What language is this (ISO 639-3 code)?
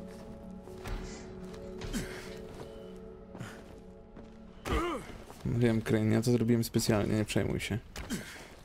pol